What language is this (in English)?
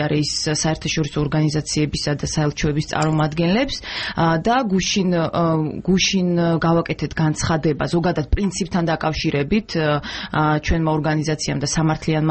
Georgian